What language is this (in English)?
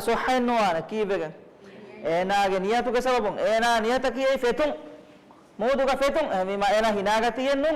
Divehi